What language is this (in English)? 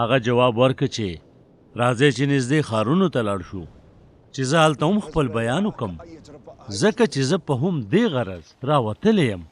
Pashto